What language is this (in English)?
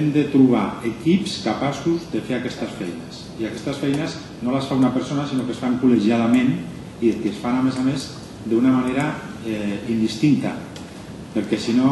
Catalan